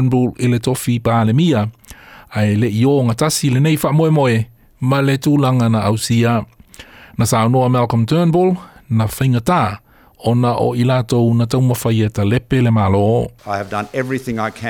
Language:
Samoan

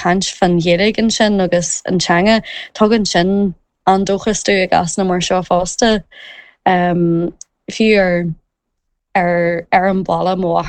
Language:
Irish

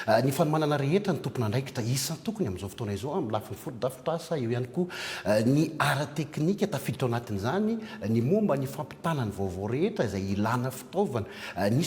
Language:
Malagasy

